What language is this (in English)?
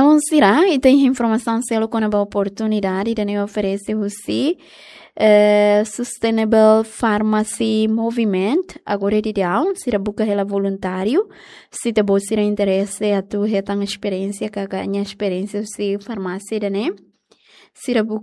Tetum